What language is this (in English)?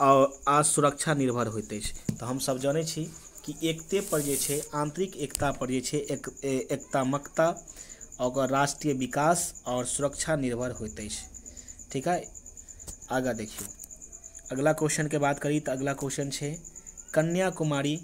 Maithili